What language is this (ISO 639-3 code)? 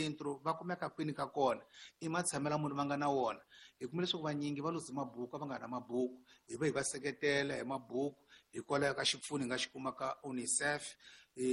tso